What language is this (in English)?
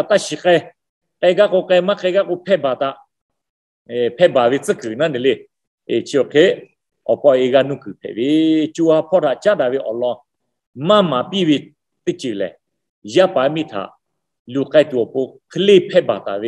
Lahu